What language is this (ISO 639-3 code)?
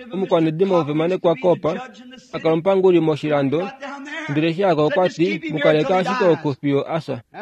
kua